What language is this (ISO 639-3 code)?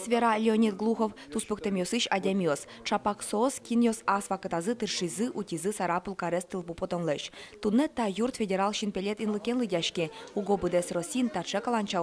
udm